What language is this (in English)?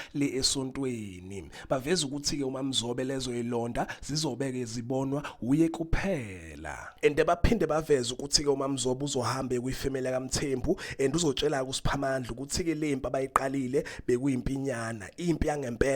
Zulu